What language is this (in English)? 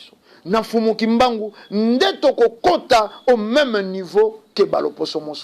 Lingala